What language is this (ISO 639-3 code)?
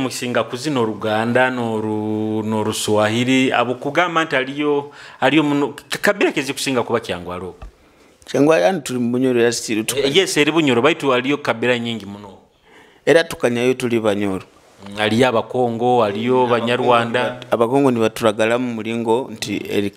nyo